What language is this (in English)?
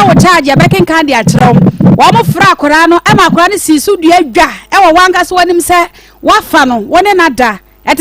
Akan